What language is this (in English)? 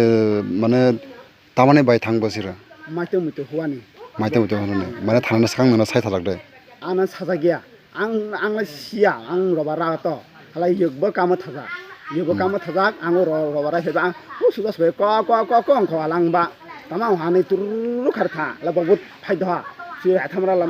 Kok Borok